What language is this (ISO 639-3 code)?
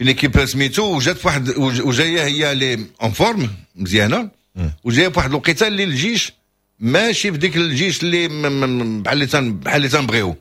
ary